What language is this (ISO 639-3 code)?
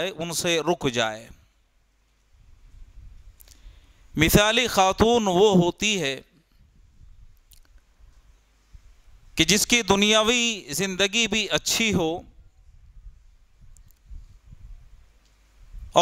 urd